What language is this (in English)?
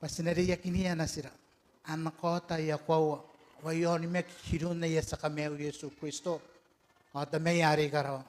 Gilbertese